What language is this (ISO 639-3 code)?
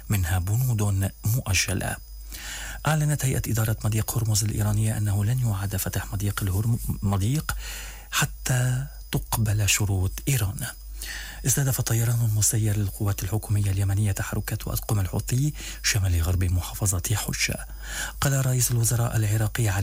ara